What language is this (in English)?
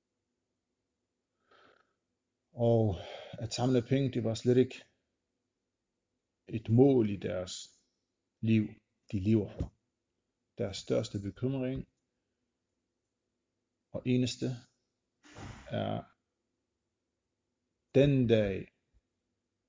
Danish